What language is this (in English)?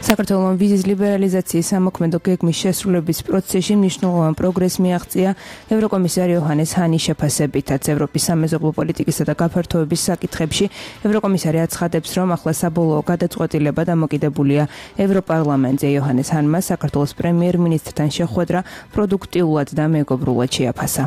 Georgian